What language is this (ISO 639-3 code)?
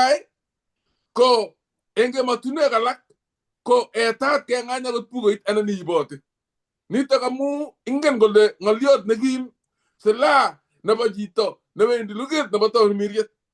kln